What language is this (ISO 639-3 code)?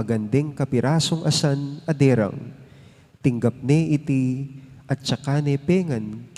pam